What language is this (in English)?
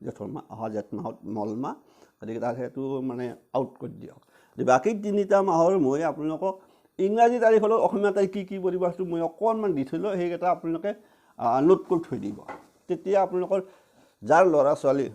Assamese